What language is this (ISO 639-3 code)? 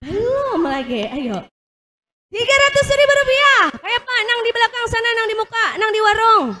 bjn